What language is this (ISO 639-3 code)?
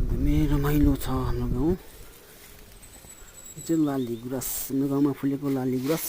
nep